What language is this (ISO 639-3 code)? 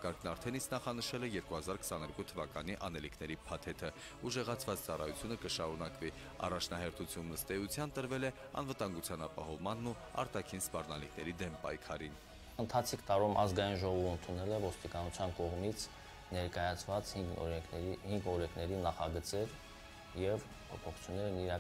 hye